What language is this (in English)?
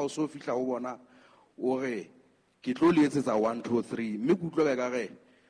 Southern Sotho